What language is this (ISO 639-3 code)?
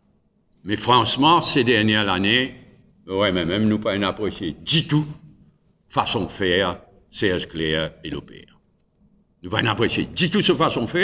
mfe